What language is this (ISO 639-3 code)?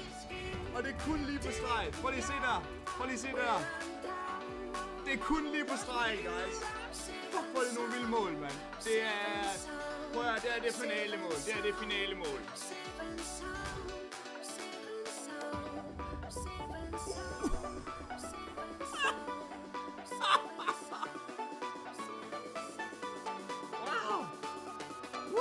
dan